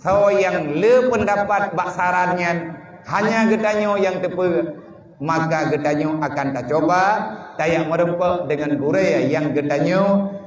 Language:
Achinese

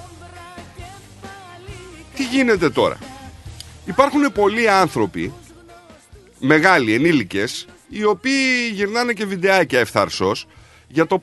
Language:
Greek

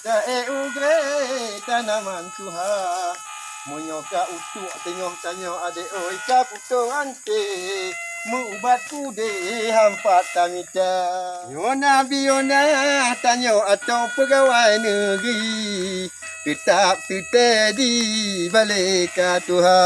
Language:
Achinese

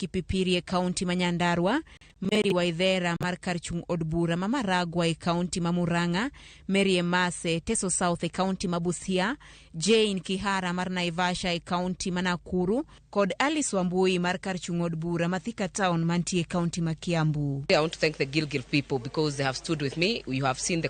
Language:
Luo (Kenya and Tanzania)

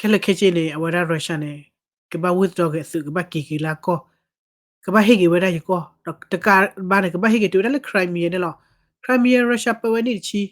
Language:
S'gaw Karen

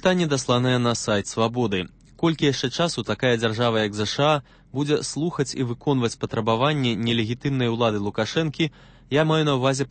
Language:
Belarusian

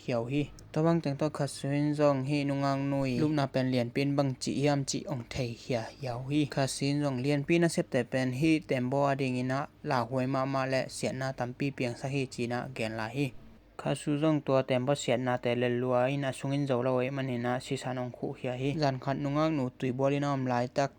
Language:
Tedim Chin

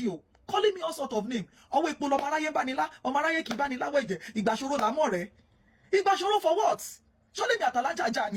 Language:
Yoruba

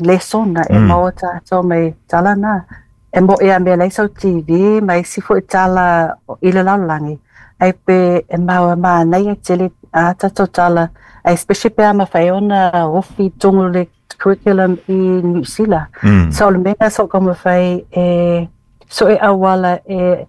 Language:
Samoan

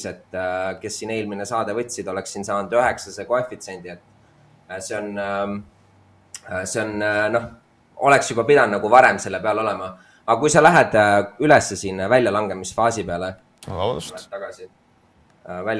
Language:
Estonian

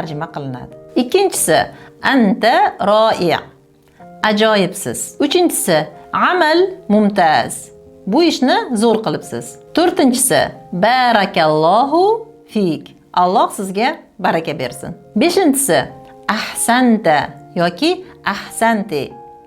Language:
Uzbek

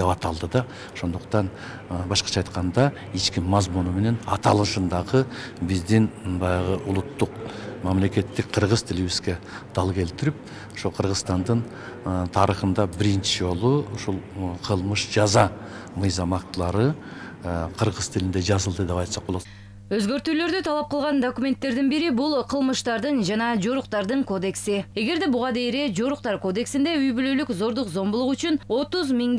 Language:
Kyrgyz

